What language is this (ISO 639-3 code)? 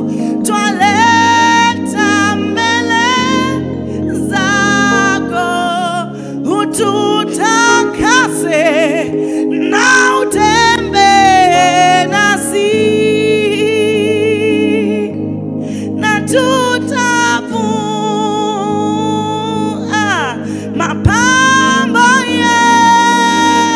swa